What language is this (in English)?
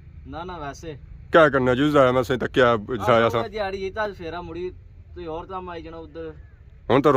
Pahari-Potwari